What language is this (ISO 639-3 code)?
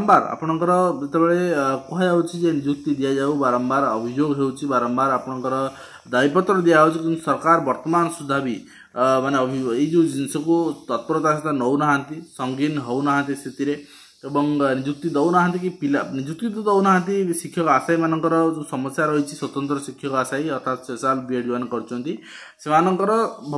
ori